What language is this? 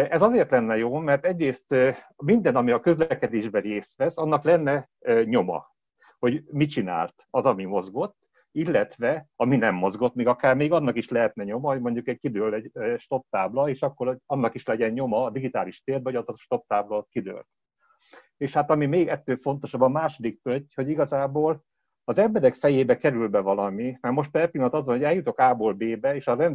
Hungarian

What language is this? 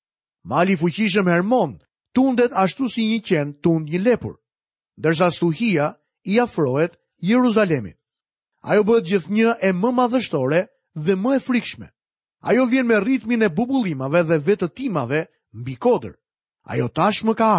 Albanian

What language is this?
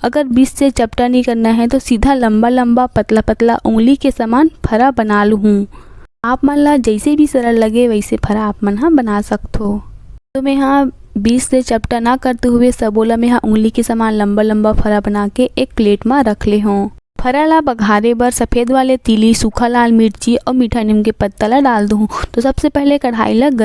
Chhattisgarhi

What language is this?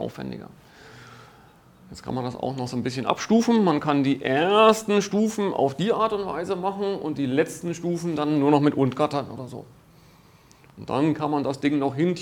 German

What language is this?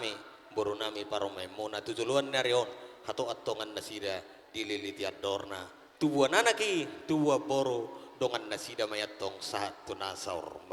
Batak Toba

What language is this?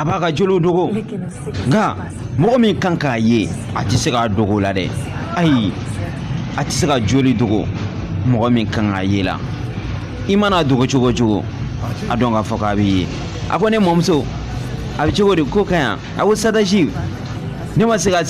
Bambara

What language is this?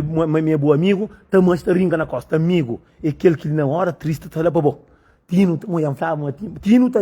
Kabuverdianu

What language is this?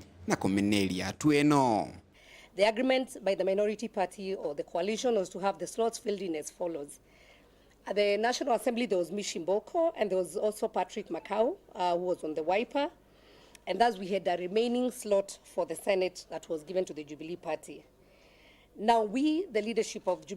Meru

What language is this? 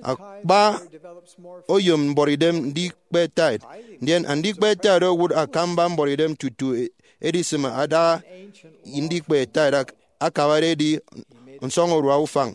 Efik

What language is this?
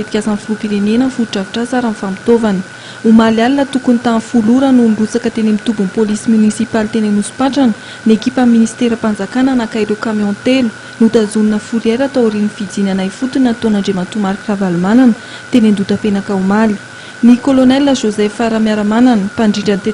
Malagasy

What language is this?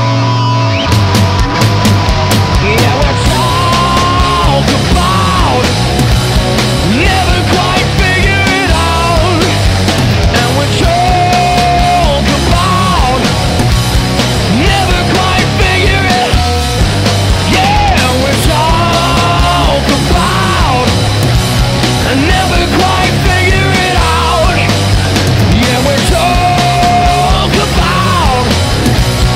English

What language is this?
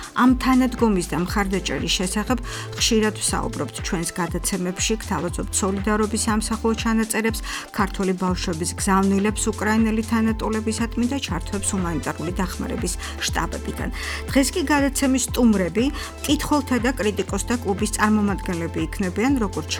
Georgian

